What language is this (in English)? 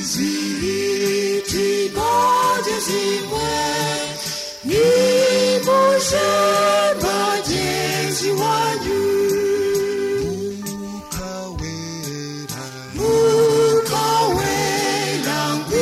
Kinyarwanda